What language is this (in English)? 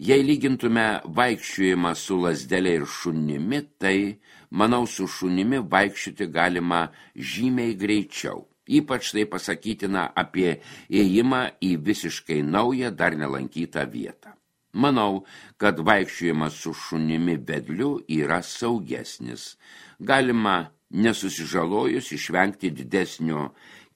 Lithuanian